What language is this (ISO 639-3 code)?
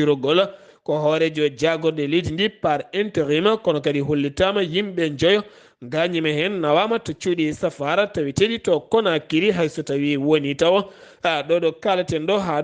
ful